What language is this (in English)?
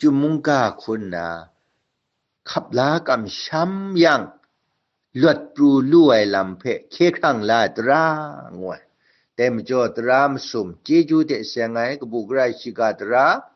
Kachin